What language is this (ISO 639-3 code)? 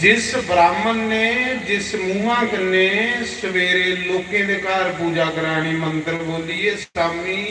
doi